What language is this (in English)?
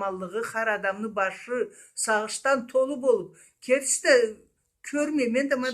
Karachay-Balkar